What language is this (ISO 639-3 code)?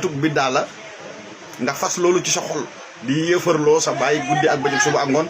wol